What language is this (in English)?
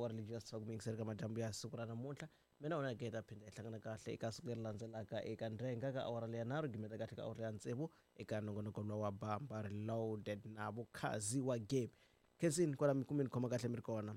Tsonga